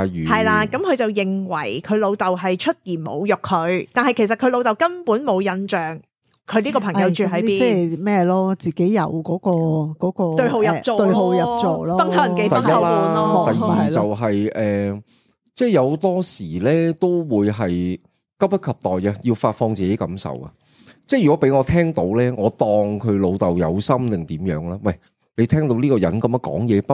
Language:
Cantonese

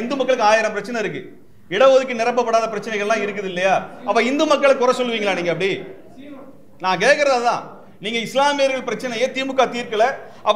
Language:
Tamil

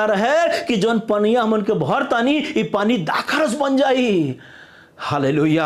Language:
Bhojpuri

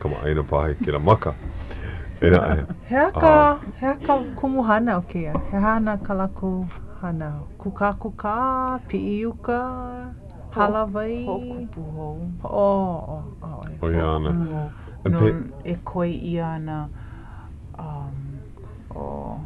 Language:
Hawaiian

